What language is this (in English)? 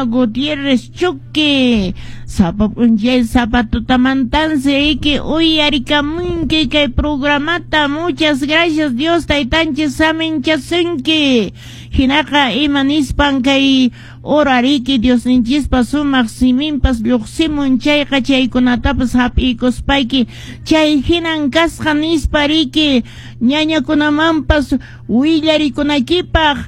Quechua